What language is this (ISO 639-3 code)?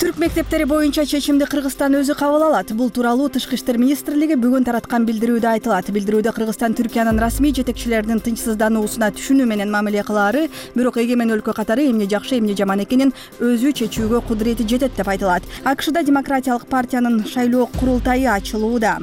kir